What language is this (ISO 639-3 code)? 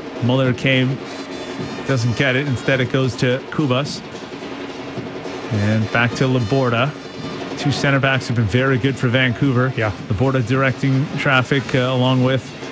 eng